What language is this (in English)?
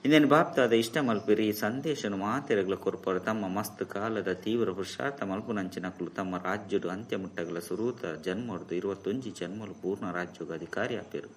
Tulu